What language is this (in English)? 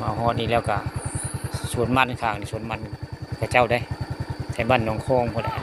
Northeastern Thai